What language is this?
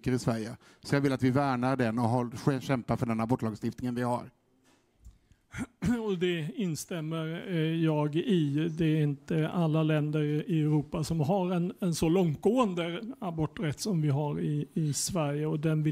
Swedish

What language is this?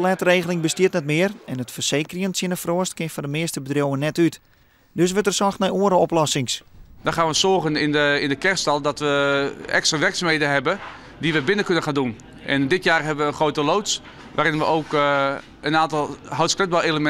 Western Frisian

